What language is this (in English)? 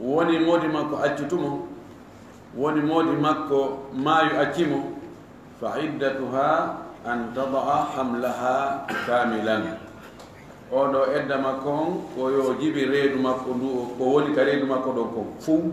Fula